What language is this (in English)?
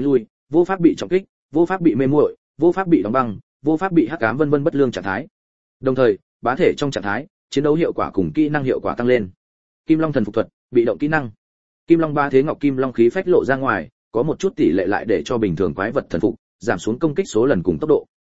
Vietnamese